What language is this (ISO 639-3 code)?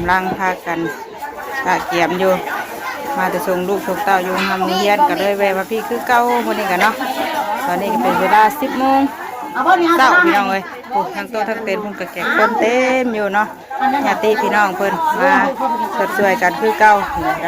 tts